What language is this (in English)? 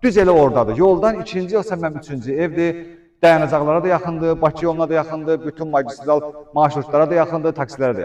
Azerbaijani